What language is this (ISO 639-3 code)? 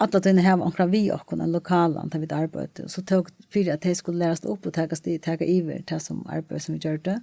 fao